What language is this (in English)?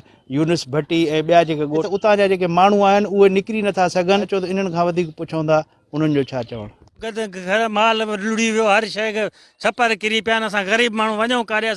Sindhi